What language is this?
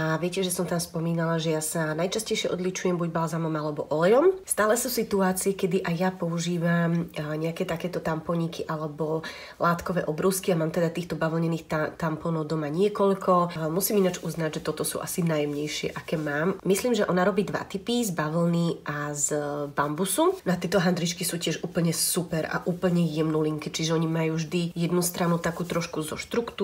Slovak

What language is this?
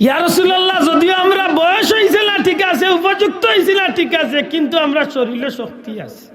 Sylheti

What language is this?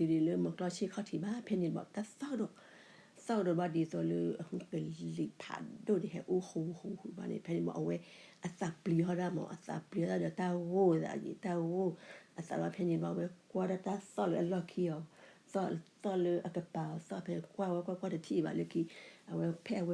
S'gaw Karen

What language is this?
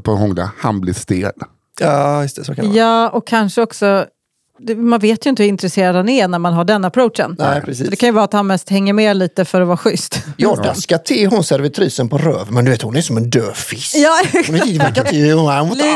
Swedish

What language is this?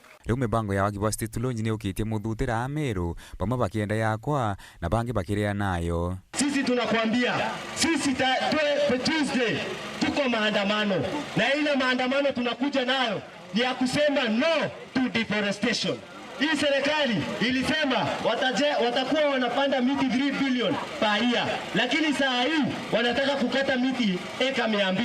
Meru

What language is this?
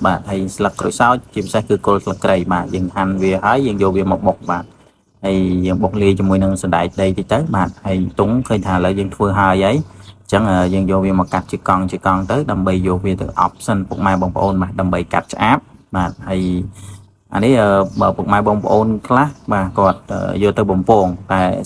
Khmer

